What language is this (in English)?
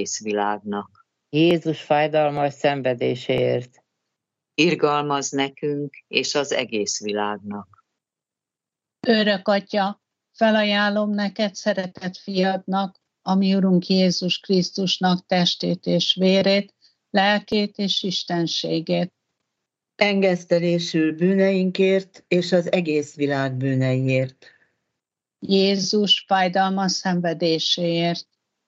Hungarian